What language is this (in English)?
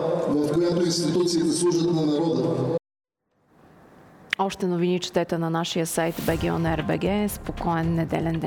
Bulgarian